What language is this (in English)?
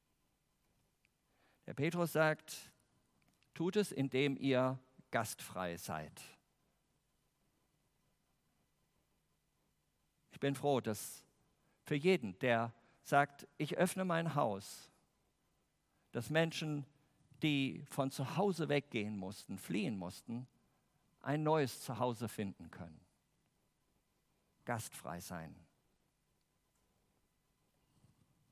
German